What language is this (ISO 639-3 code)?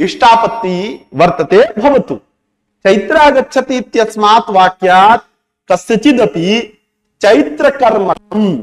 san